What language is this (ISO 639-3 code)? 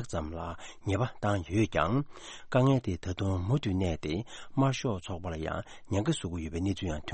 bod